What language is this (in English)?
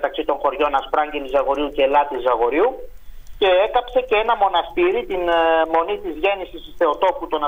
Greek